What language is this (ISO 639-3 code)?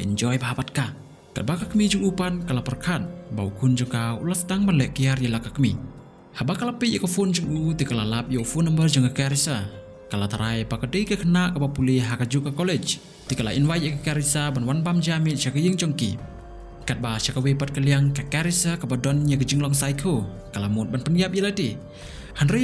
kha